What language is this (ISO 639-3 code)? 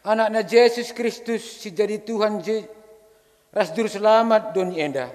btx